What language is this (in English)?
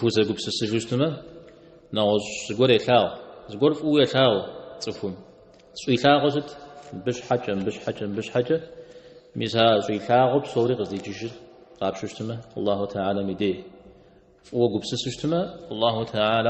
Kabardian